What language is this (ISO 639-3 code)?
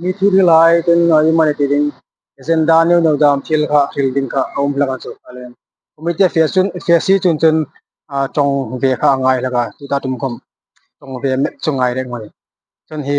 hmr